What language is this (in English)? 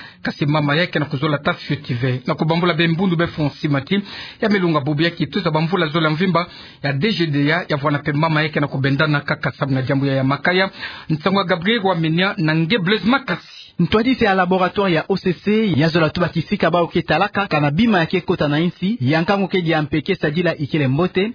Kituba (Democratic Republic of Congo)